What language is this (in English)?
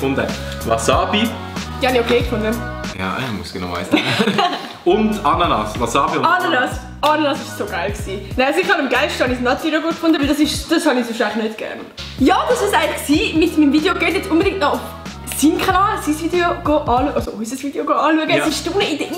Swiss German